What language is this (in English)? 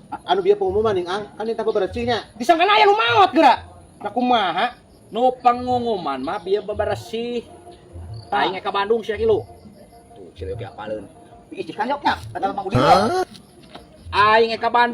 Sundanese